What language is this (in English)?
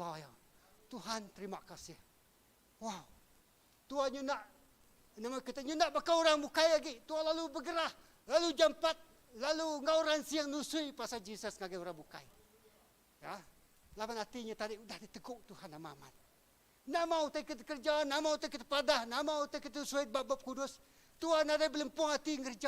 Iban